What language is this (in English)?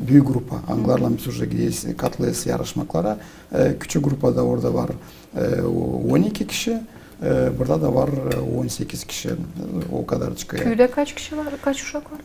Gagauz